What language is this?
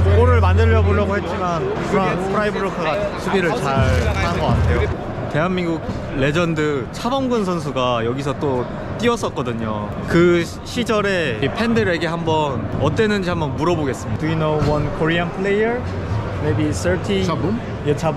Korean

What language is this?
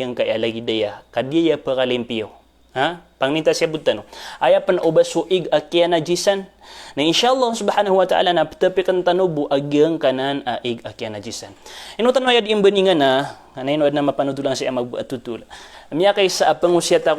Maranao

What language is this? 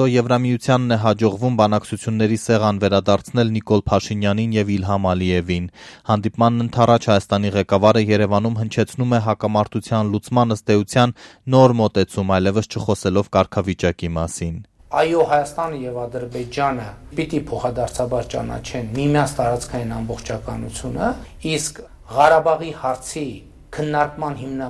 Armenian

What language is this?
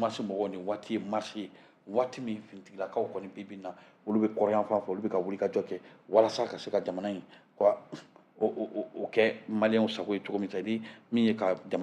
Bambara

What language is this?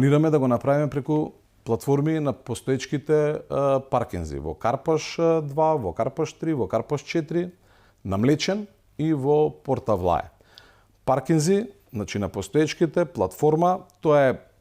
Macedonian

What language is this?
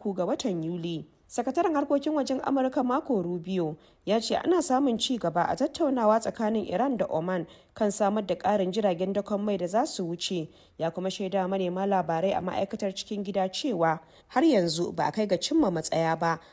Hausa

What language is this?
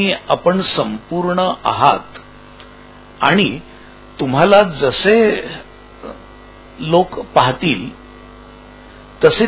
Marathi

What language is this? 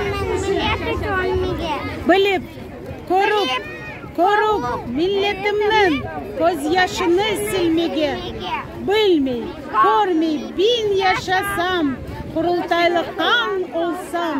Crimean Tatar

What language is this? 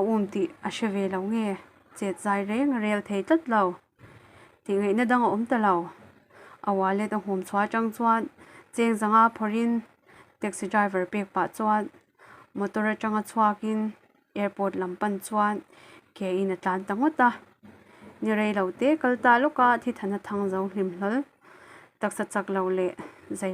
Mizo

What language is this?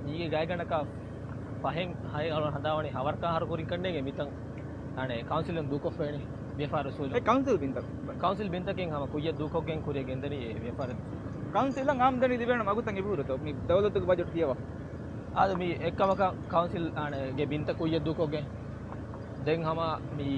Divehi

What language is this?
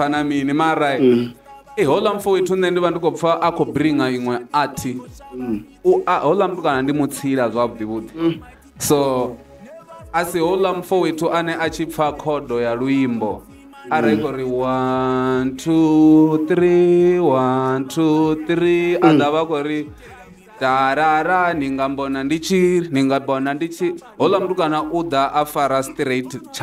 Venda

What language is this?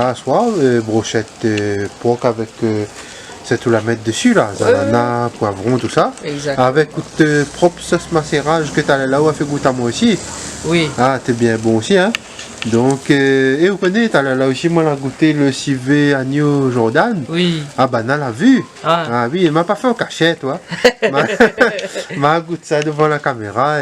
Réunion Creole French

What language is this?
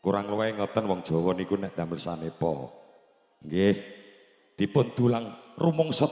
Javanese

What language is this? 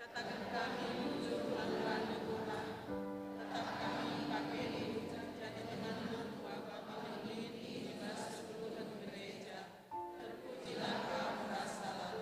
Batak Karo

